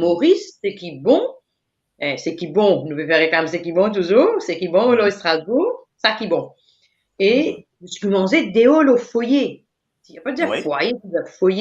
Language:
Morisyen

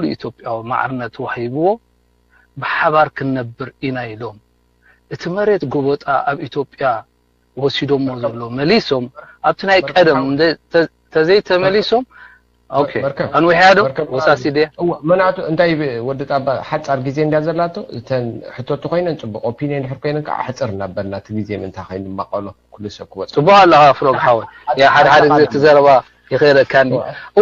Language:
Tigrinya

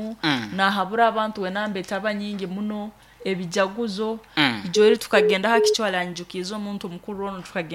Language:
Nyoro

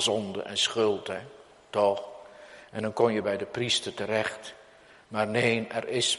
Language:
Dutch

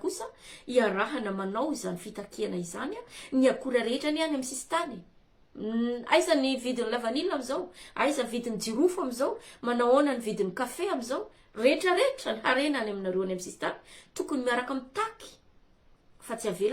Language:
Malagasy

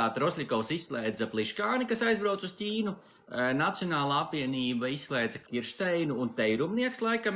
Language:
Latvian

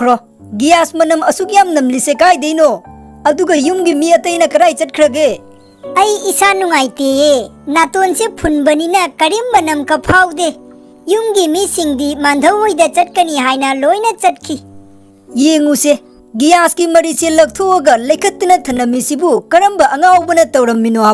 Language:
Manipuri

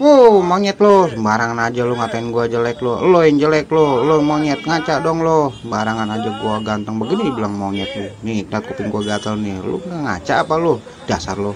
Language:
Betawi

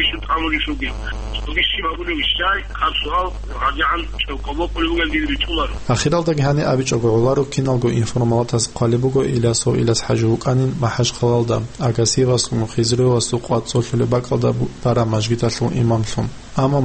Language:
Avaric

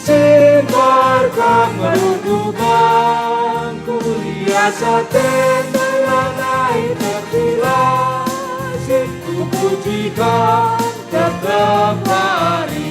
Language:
Batak Karo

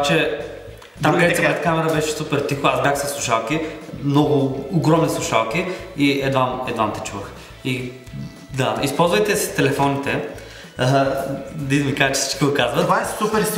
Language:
Bulgarian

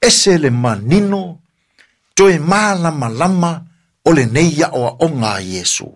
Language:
Samoan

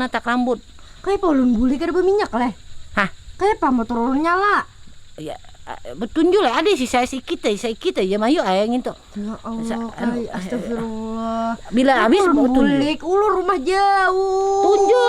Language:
Banjar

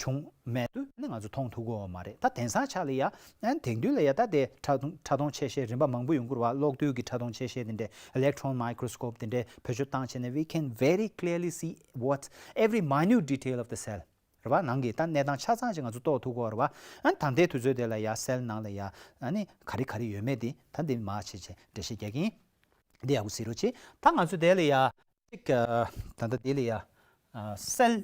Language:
Tibetan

